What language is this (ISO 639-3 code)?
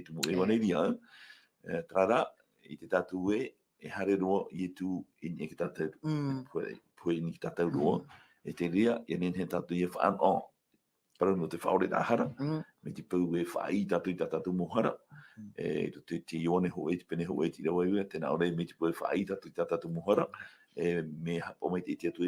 tah